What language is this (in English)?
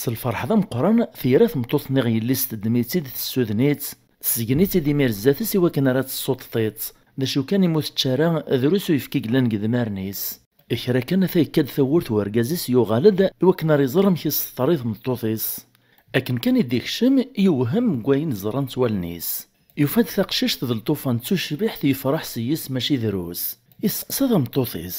Kabyle